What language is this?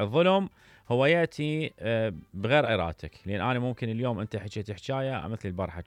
Mesopotamian Arabic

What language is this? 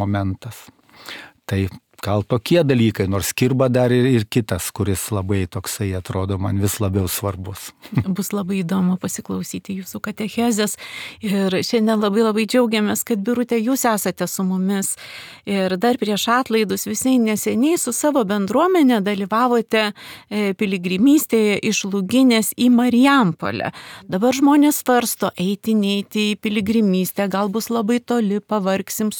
Lithuanian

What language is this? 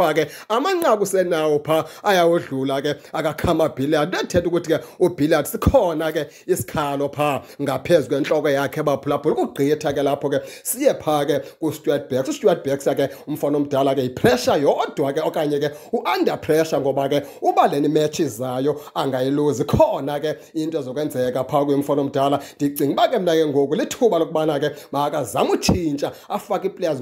Xhosa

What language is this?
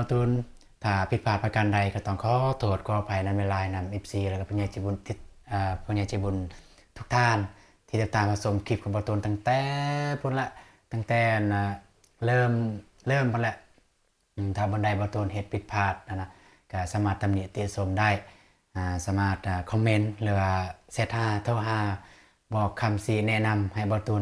Lao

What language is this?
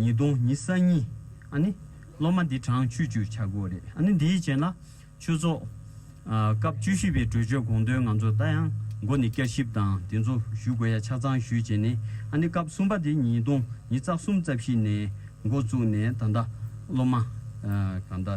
Tibetan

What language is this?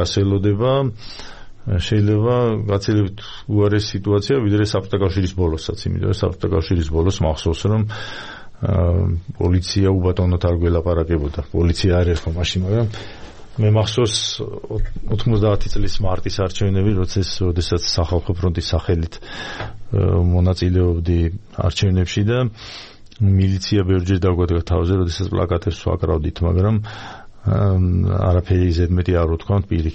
Georgian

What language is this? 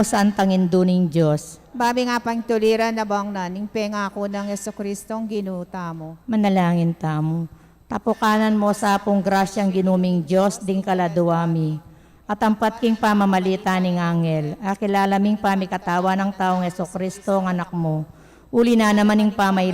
Pampanga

